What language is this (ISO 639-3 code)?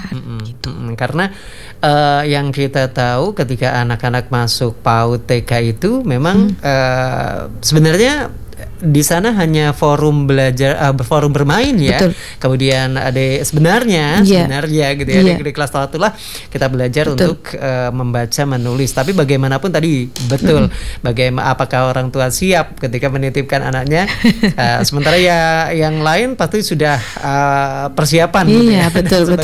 ind